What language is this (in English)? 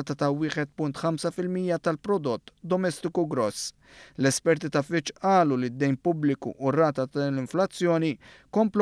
Maltese